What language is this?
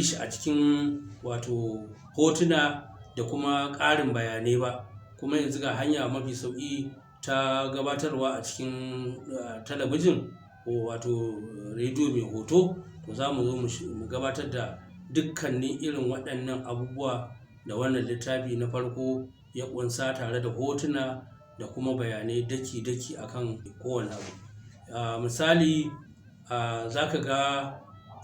Hausa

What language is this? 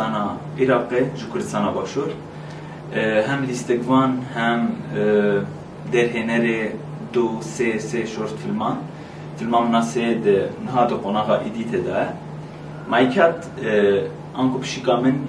Kurdish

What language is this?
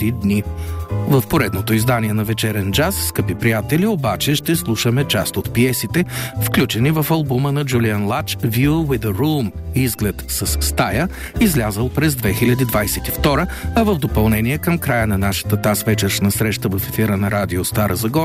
Bulgarian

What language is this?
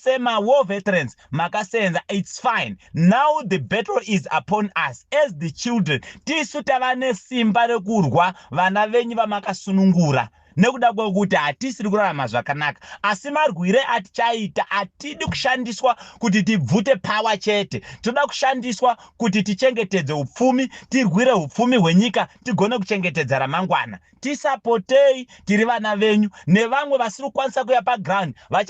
Shona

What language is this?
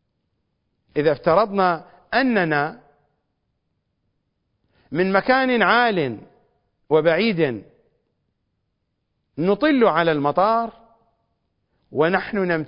Arabic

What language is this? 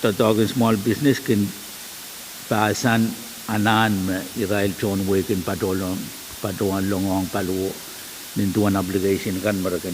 Pohnpeian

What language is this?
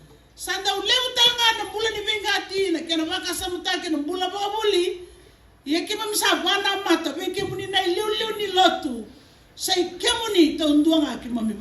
Fijian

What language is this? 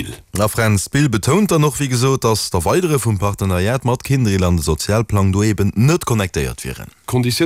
Luxembourgish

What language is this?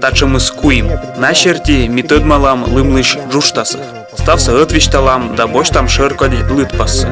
Komi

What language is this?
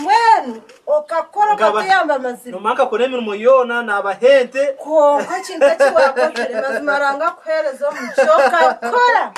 Nyankole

